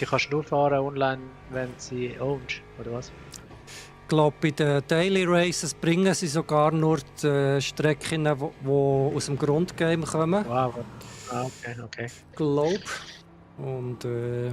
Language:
Swiss German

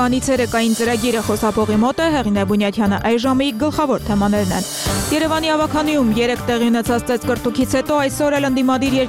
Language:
Armenian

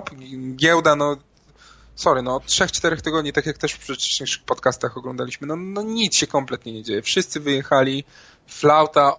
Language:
Polish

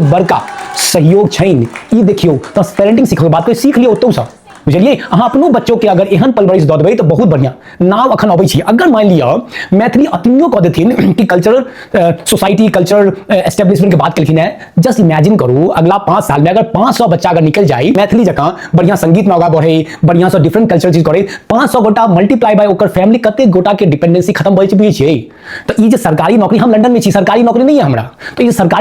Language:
Maithili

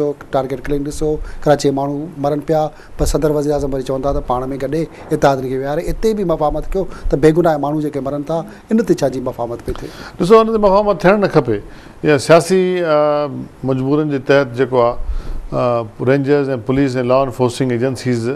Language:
Sindhi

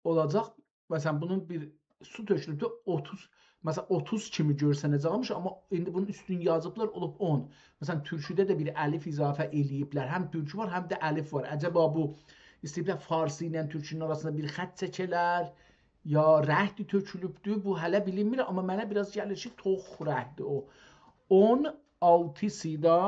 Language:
South Azerbaijani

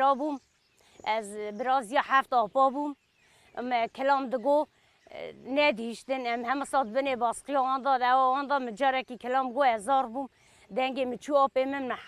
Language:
Kurdish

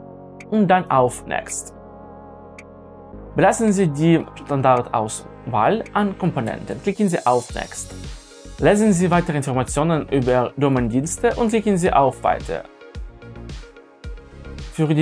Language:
German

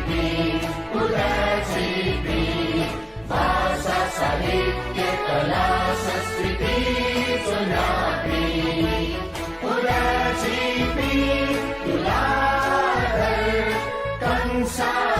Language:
Newari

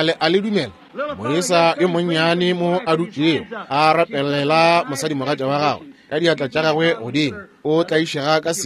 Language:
Northern Sotho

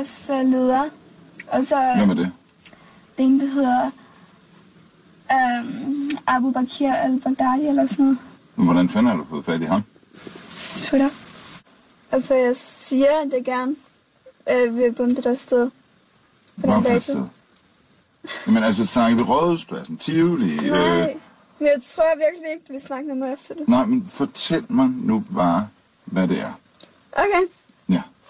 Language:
Danish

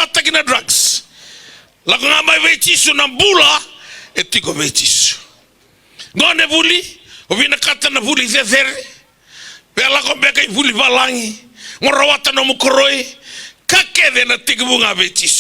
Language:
Fijian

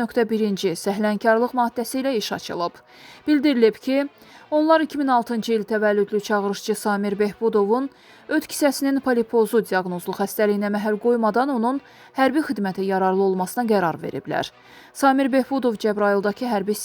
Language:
Azerbaijani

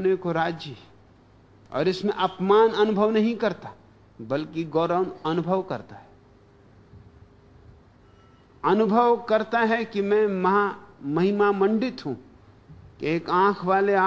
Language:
Hindi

